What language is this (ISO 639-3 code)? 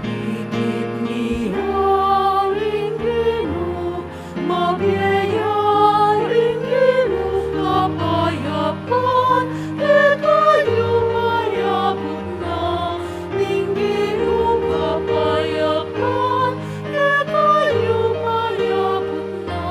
pam